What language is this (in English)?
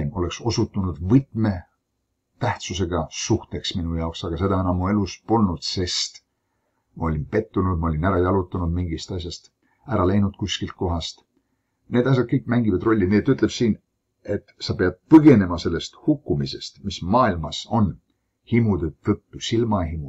Estonian